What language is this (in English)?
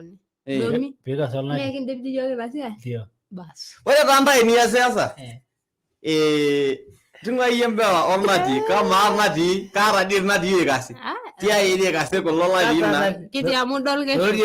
Masai